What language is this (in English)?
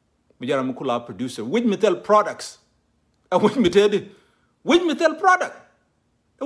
Nuer